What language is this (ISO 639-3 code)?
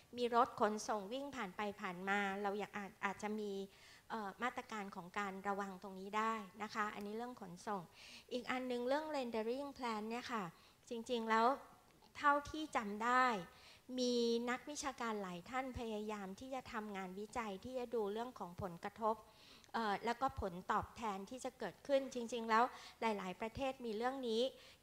tha